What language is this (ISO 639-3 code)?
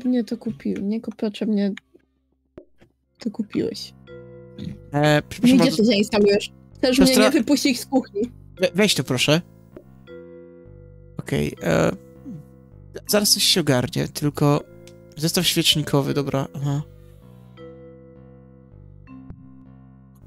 pol